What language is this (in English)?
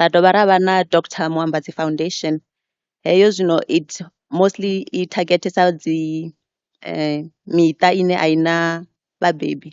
Venda